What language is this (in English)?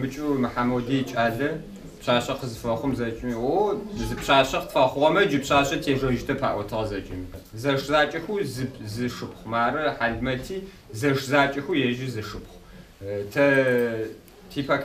Adyghe